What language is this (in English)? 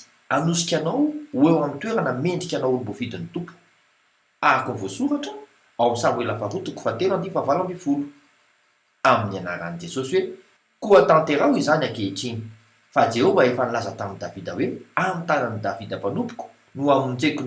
Malagasy